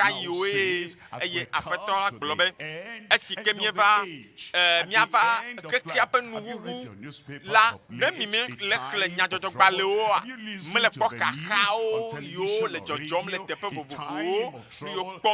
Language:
Ewe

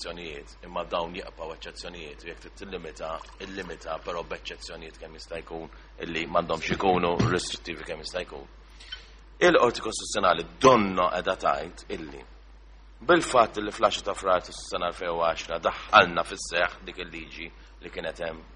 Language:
Maltese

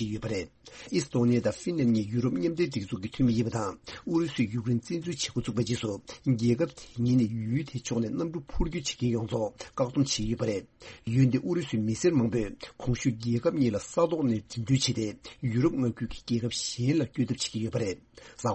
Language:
Tibetan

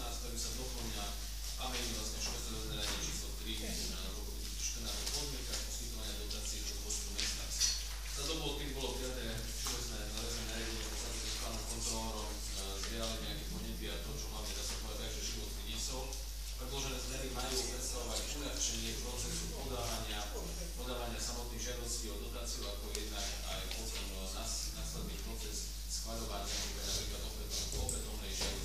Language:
Slovak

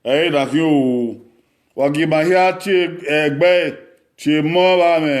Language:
Bini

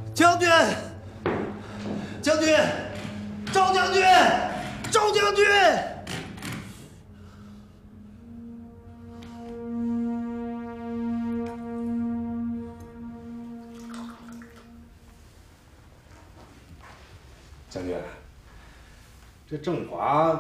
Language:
Chinese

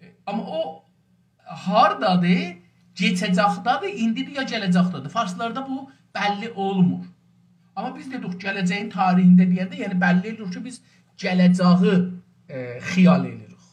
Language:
South Azerbaijani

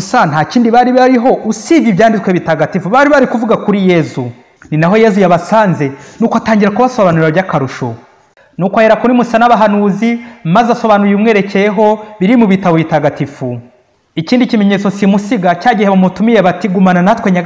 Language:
Kinyarwanda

